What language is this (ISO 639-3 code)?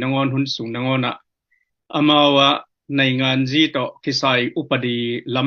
ctd